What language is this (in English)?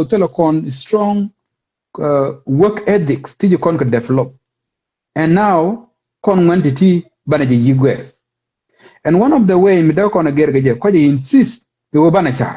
Nuer